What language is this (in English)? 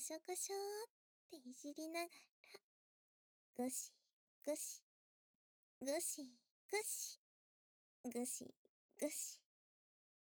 Japanese